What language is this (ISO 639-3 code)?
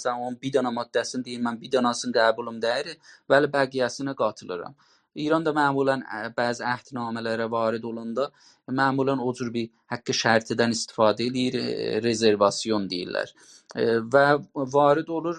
azb